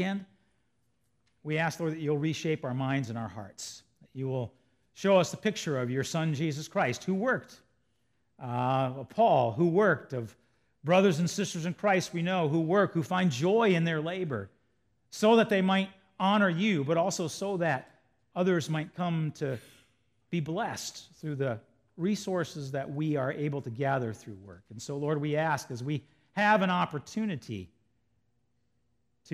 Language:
English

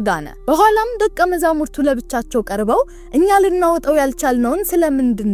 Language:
Amharic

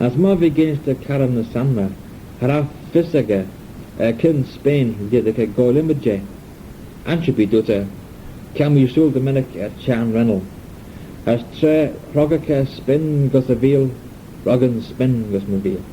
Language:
Manx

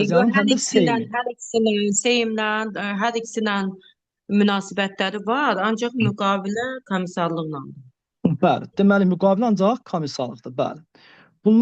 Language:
Azerbaijani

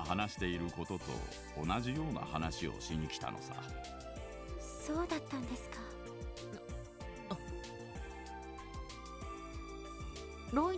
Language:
Japanese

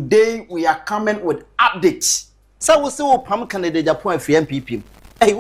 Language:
Akan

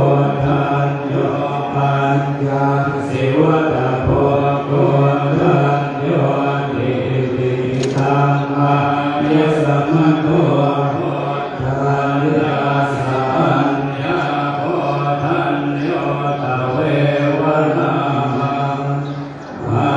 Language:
Pali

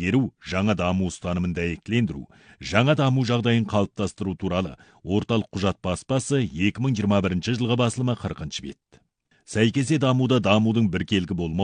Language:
Kazakh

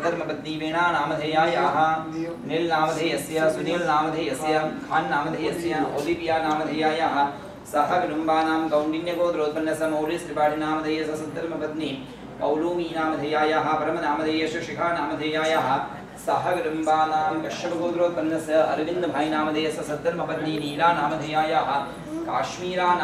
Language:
Sanskrit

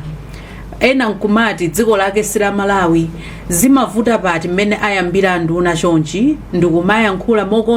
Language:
Nyanja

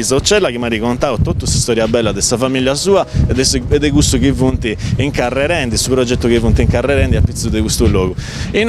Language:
Sardinian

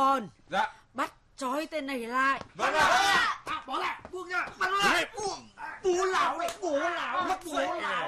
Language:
Vietnamese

